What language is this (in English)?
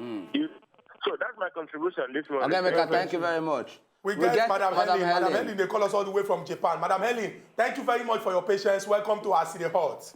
Nigerian Pidgin